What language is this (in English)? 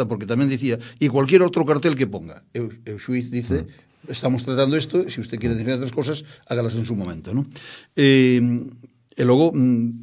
Galician